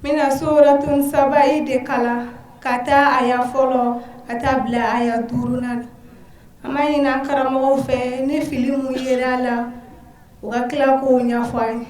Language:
Bambara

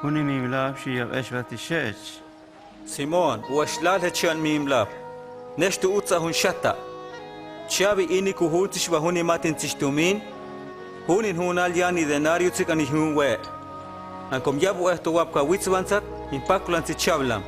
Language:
Huastec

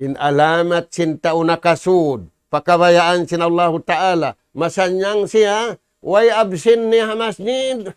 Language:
Tausug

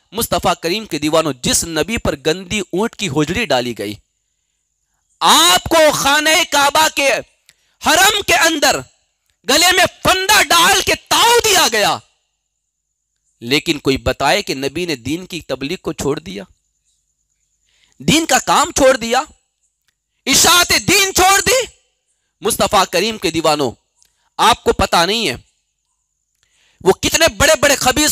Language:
Urdu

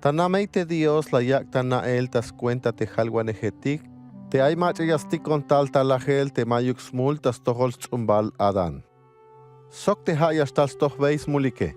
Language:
Tzeltal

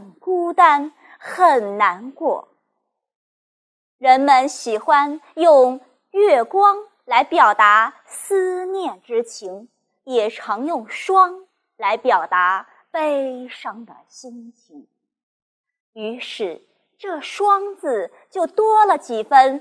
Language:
Chinese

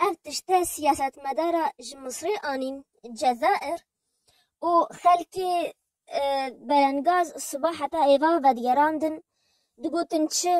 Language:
Kurdish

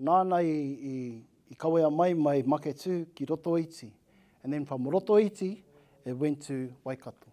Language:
Māori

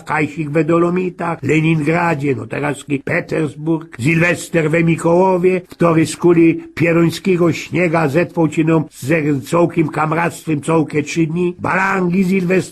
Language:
Silesian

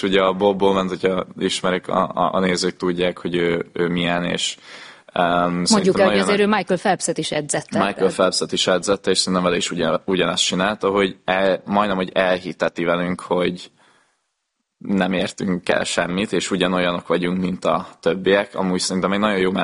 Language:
Hungarian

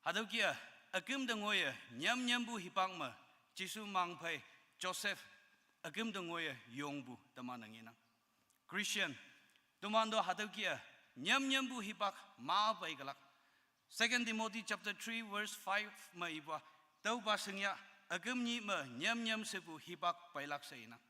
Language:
Konyak Naga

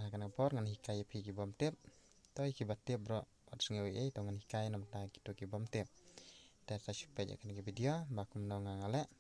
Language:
Khasi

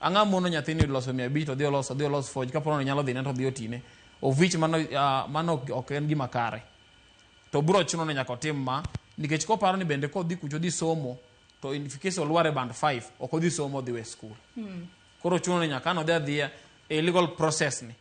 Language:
Luo (Kenya and Tanzania)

